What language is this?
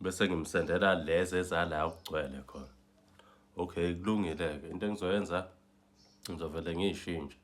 Zulu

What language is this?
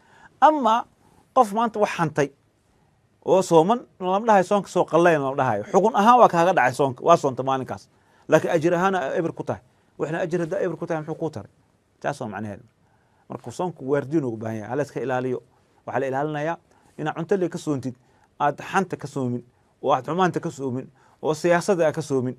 Somali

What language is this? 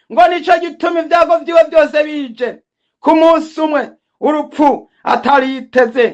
Rundi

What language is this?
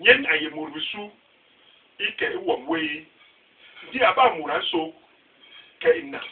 Basaa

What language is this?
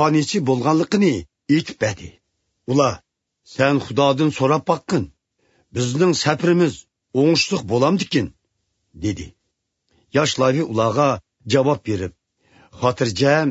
Uyghur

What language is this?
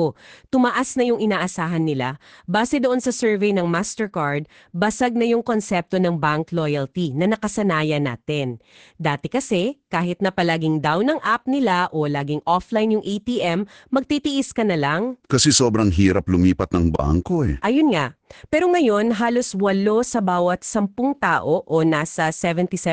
Filipino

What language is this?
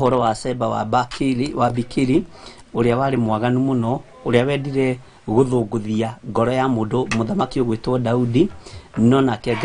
Kikuyu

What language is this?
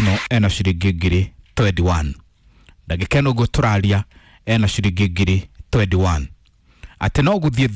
Kikuyu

